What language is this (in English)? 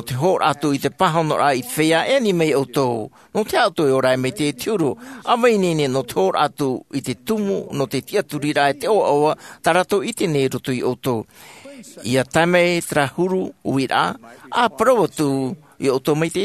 Tahitian